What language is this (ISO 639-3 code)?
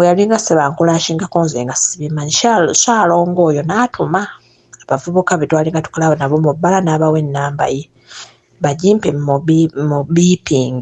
lug